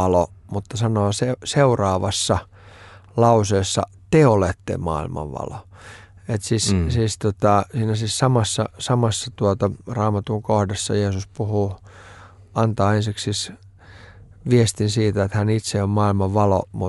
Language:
Finnish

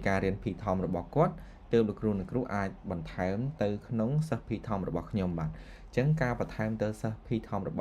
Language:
Khmer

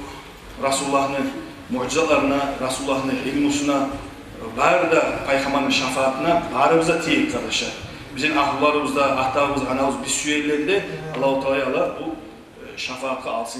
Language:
Kumyk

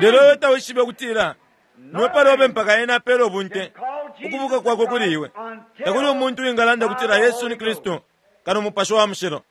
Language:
Bemba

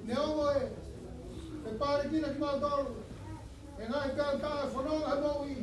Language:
Tongan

